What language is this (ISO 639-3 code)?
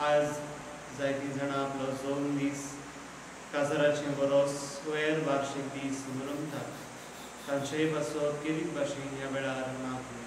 kok